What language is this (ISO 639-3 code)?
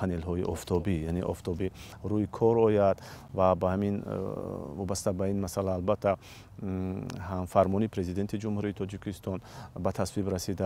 tgk